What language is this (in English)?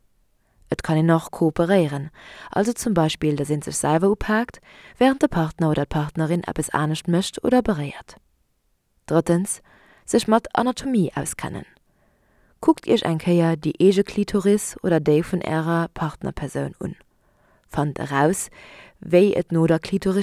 Luxembourgish